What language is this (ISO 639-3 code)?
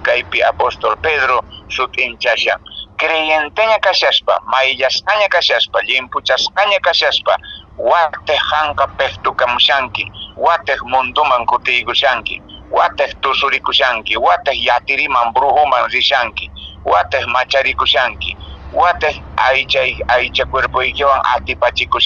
que